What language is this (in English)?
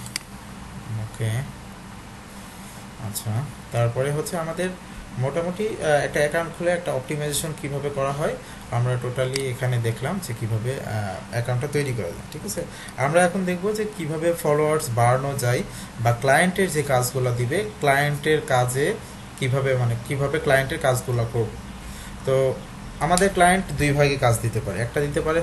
Bangla